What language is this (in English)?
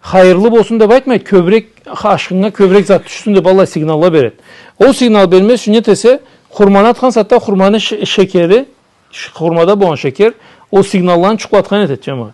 Karachay-Balkar